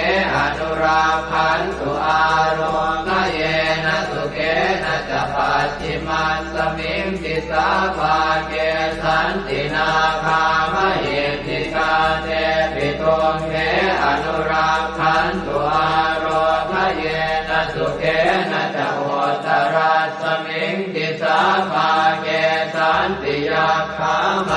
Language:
Pali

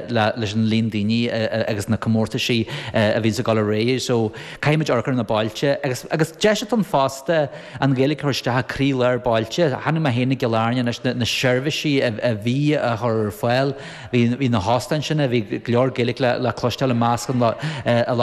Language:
Irish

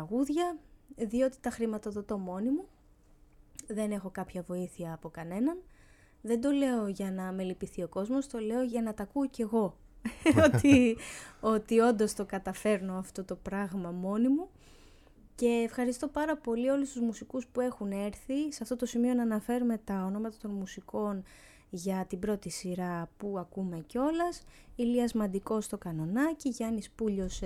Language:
Greek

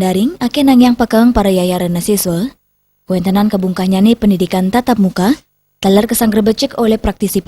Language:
Balinese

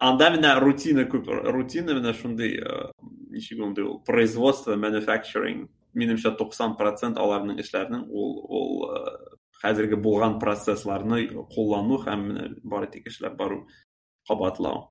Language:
Tatar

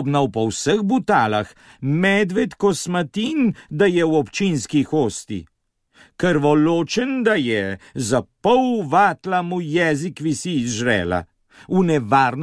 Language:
Slovenian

